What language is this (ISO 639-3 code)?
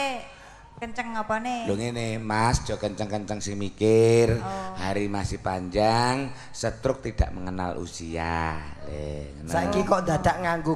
jav